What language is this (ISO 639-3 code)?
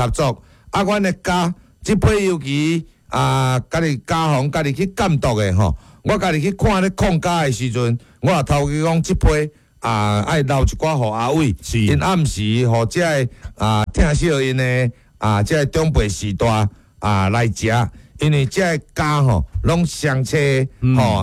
nan